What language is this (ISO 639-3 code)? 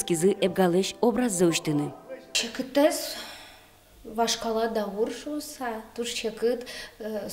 udm